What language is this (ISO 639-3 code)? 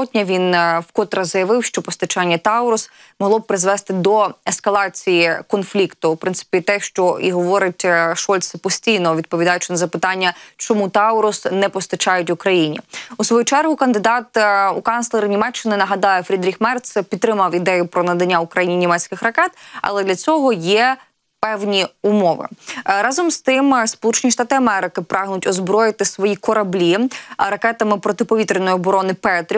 ukr